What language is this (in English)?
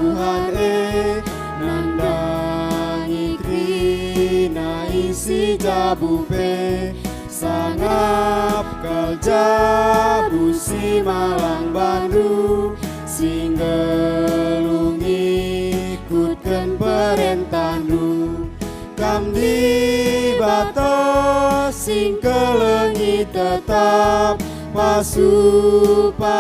Batak Karo